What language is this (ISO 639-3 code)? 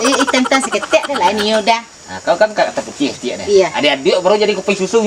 min